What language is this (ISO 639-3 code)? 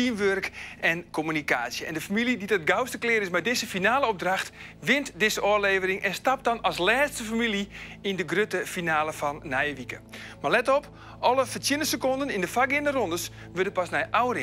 fry